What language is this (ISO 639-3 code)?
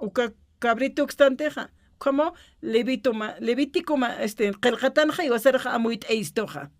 aym